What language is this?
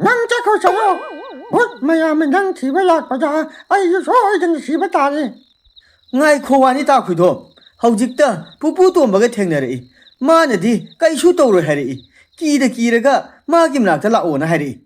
Manipuri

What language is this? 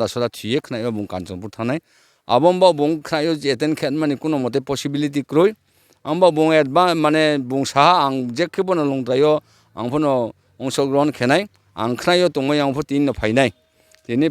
Riang (India)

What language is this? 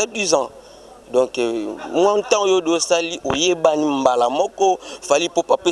Lingala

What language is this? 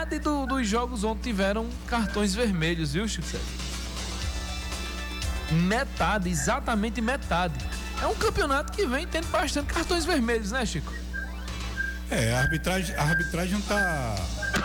Portuguese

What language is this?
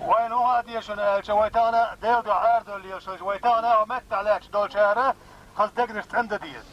Chechen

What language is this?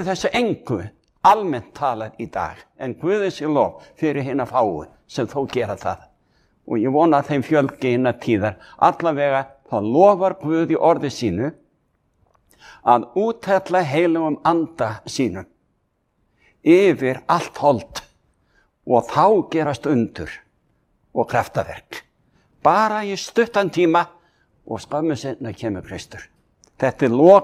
Icelandic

